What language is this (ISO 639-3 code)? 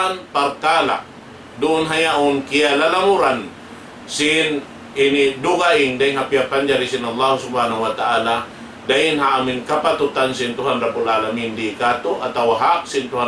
tsg